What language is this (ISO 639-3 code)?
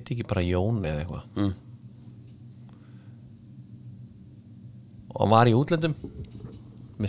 isl